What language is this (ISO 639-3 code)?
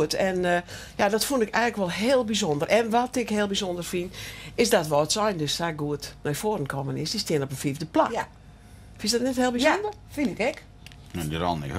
fry